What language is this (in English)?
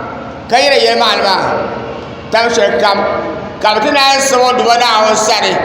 Dagbani